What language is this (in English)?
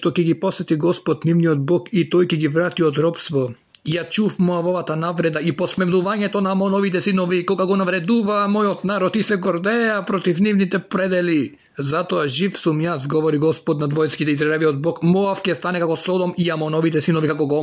Macedonian